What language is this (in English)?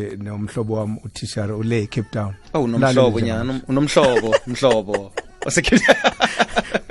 South Ndebele